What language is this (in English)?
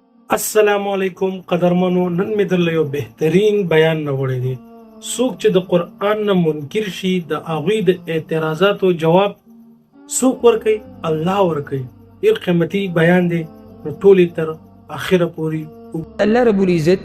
Pashto